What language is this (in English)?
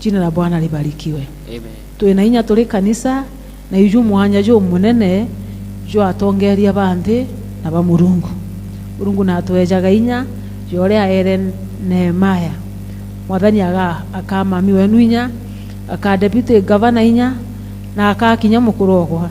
Meru